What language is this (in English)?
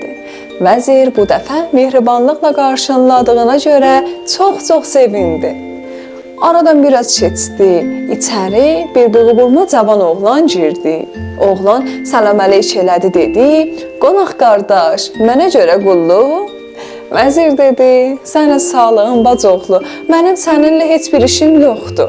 South Azerbaijani